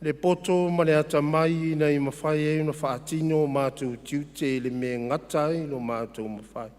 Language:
Samoan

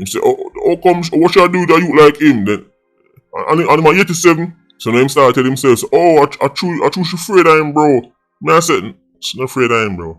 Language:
Jamaican Creole English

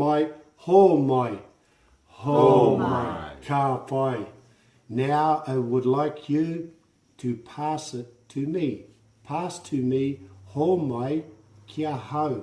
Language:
Māori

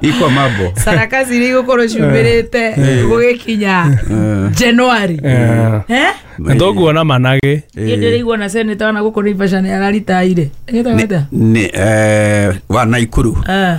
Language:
Kikuyu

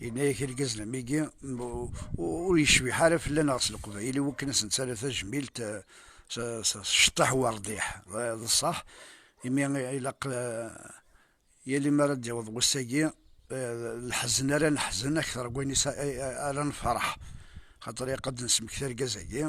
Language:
Kabyle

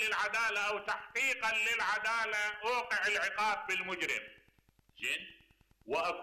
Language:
Mesopotamian Arabic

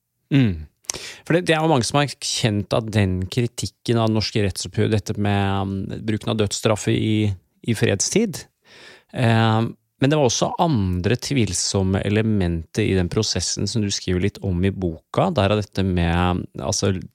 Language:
Norwegian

